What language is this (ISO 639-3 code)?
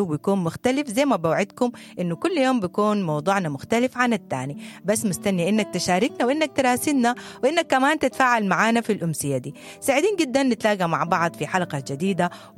apd